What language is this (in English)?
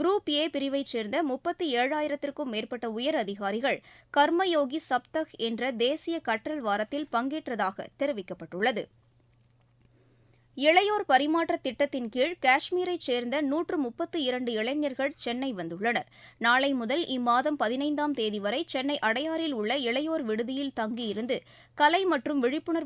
Tamil